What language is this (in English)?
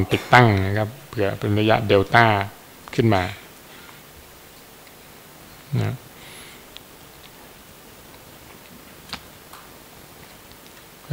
Thai